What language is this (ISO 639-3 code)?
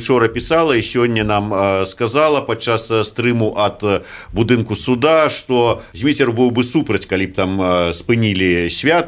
bel